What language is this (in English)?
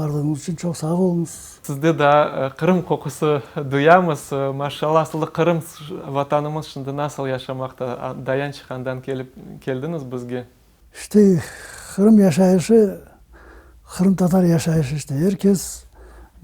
Crimean Tatar